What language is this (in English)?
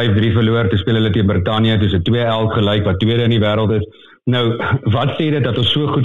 Afrikaans